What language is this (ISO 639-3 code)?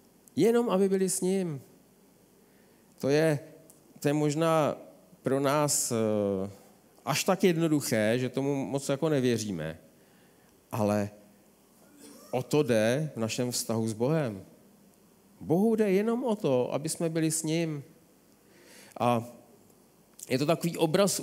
ces